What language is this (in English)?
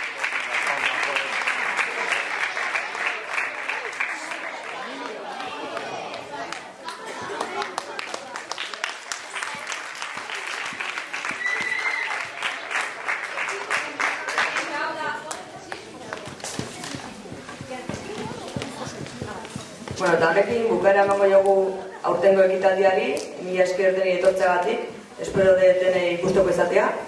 Basque